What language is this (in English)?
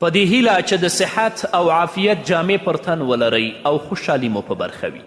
Pashto